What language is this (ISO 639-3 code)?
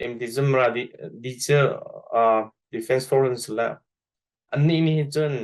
cnh